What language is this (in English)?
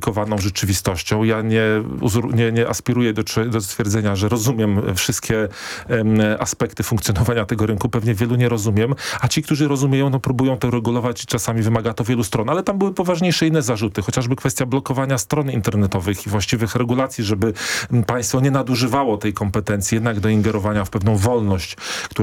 Polish